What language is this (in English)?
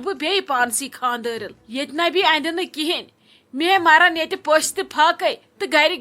Kashmiri